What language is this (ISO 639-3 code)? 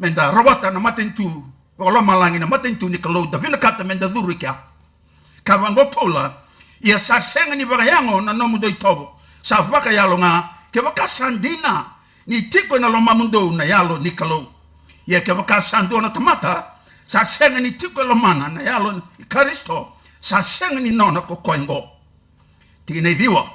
fij